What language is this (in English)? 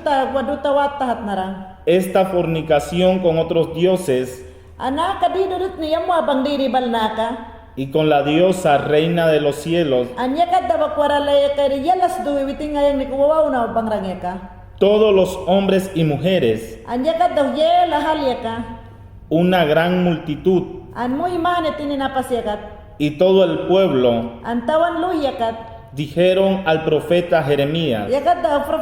Mayangna